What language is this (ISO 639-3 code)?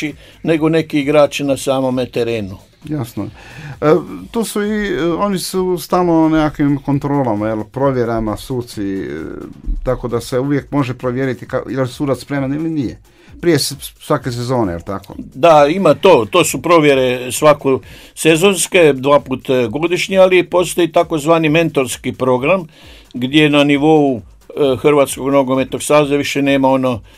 hrv